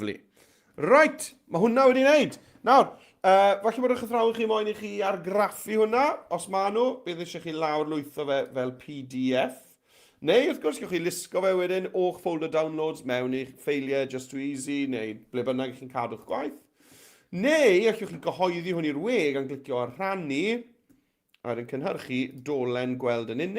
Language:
Welsh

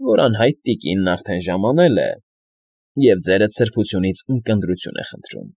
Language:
Armenian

